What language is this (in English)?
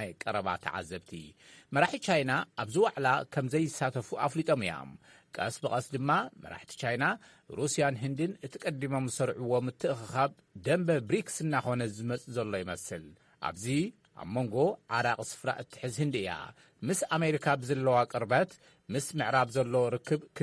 Tigrinya